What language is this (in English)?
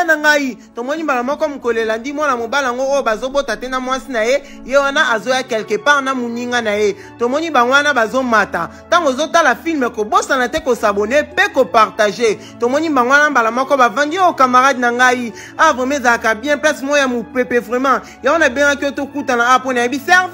Lingala